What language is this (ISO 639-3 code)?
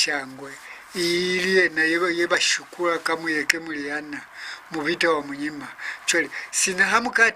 loz